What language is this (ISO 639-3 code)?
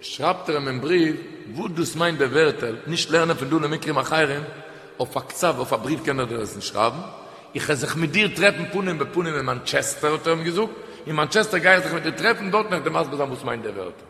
yid